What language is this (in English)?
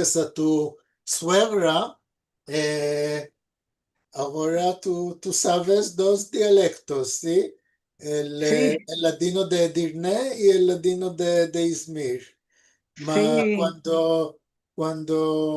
Ladino